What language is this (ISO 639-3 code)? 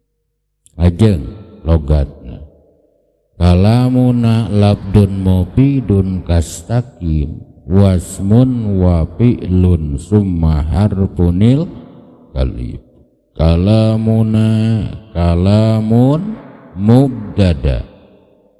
sun